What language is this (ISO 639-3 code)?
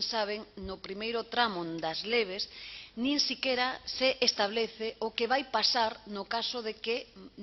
glg